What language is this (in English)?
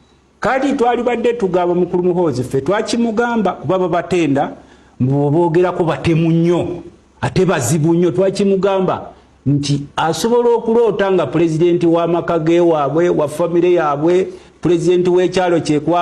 Ganda